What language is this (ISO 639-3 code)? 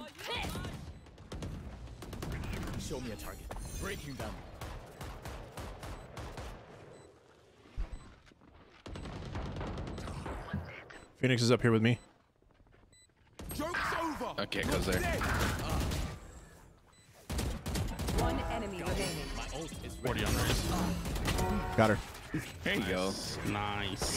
eng